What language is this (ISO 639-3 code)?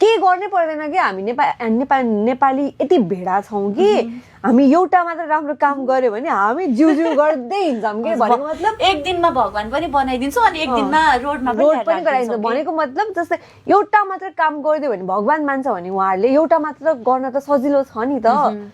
nep